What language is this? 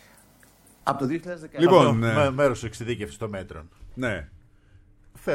Greek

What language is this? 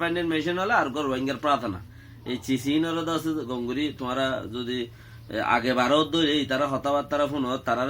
Rohingya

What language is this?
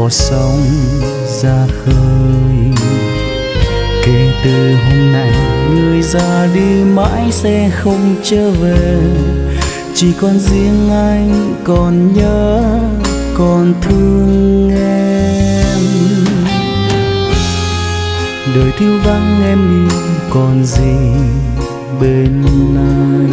Vietnamese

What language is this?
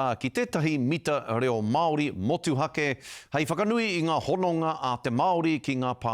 Māori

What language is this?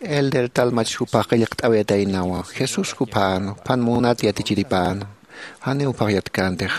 Aymara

